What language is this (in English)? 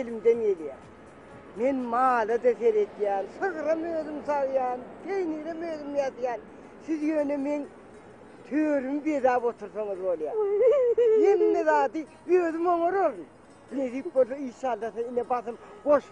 Turkmen